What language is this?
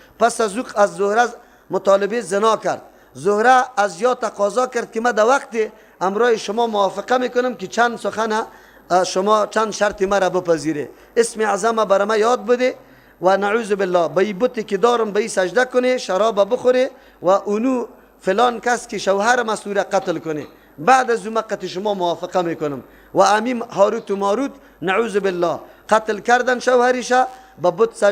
Persian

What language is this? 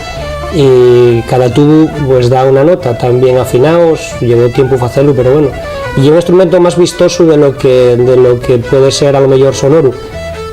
Asturian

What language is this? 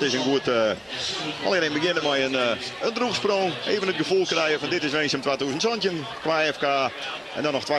Western Frisian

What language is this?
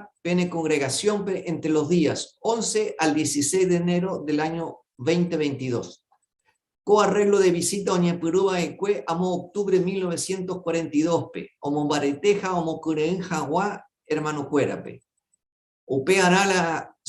Guarani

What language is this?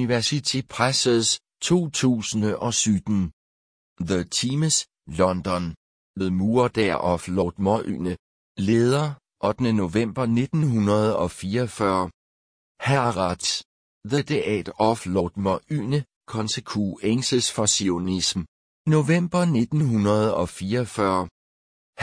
Danish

